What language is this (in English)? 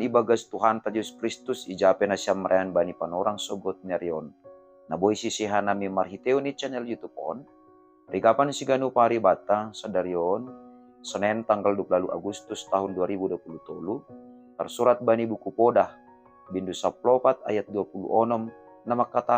Batak Simalungun